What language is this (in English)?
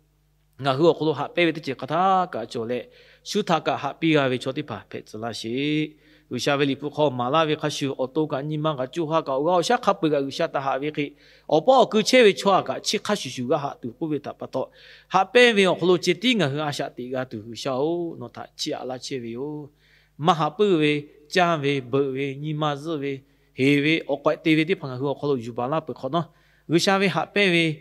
Lahu